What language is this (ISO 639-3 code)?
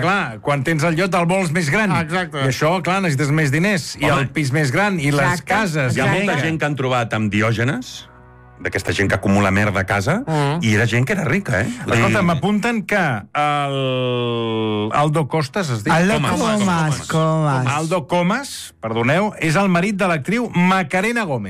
cat